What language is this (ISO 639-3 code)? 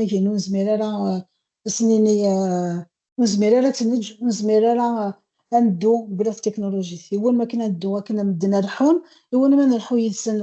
kab